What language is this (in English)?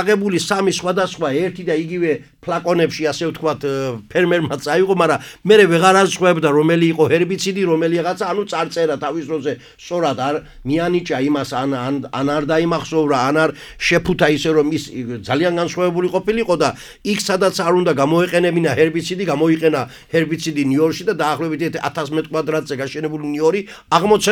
Georgian